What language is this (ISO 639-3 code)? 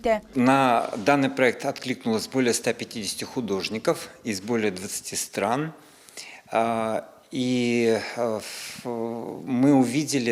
tat